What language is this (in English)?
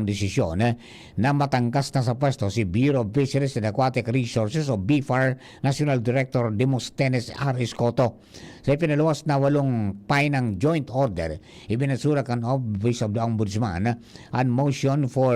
Bikol